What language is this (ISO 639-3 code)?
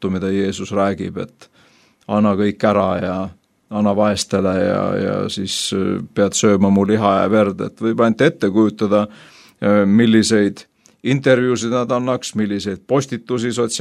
est